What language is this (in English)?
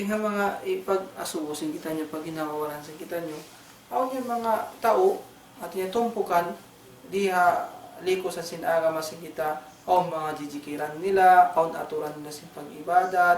Tausug